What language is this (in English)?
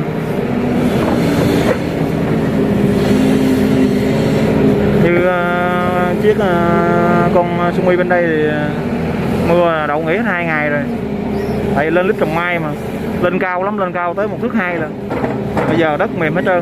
Vietnamese